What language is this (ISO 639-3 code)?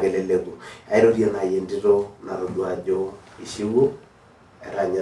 mas